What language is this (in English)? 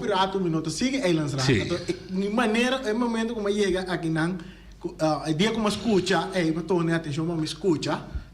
Papiamento